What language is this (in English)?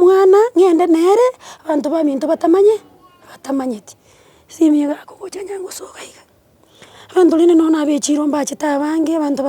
Gusii